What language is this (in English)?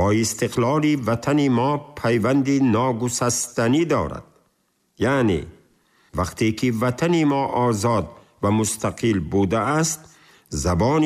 Tajik